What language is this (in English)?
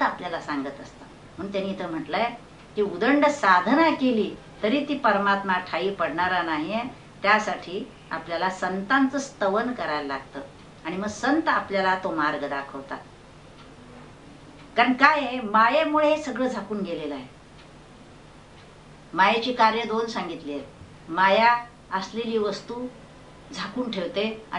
Marathi